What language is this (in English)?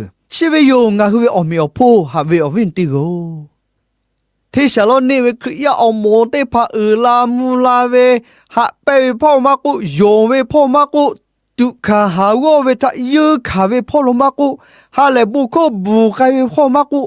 Lahu